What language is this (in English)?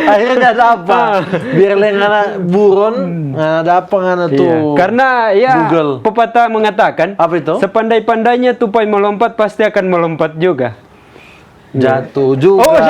Manado Malay